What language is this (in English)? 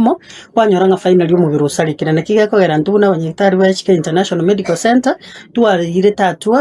Gusii